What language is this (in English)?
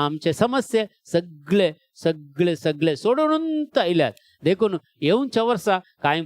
Konkani